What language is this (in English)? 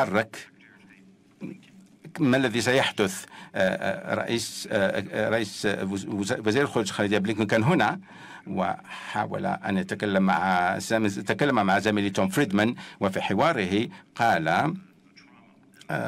Arabic